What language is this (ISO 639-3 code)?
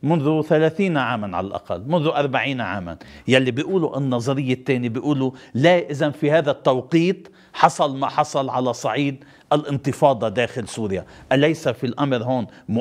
apc